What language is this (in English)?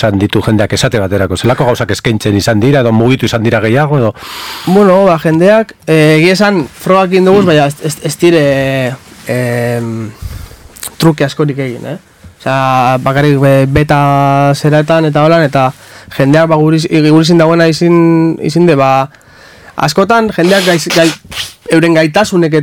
Basque